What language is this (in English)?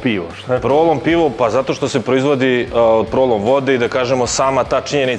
Serbian